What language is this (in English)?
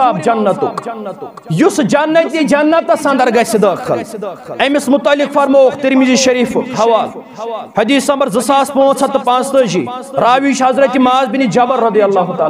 Kashmiri